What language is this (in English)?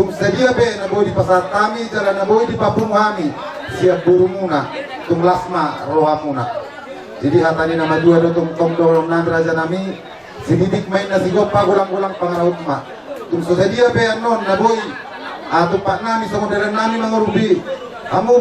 Batak Toba